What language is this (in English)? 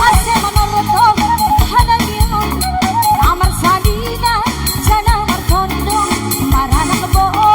Batak Simalungun